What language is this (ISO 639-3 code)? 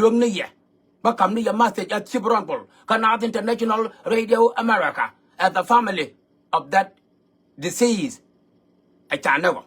nus